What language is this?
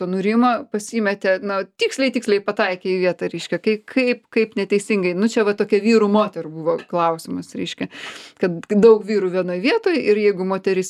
Lithuanian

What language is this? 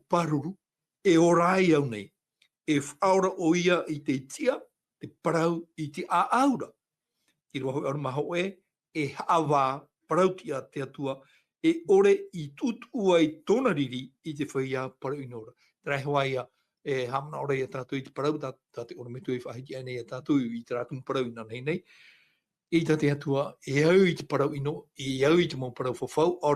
Tahitian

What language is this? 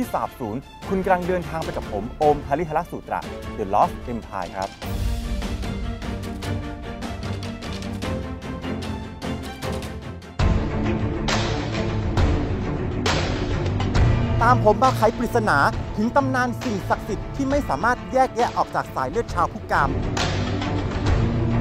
Thai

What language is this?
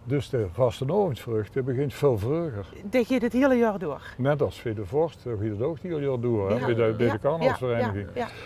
Limburgish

